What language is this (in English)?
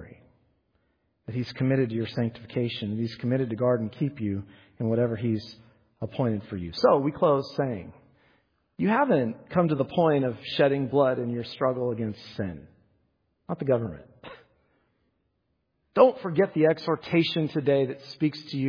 English